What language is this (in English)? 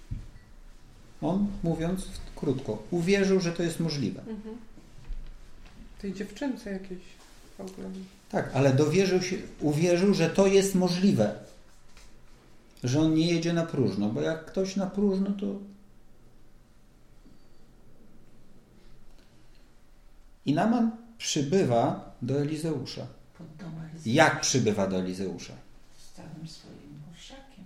Polish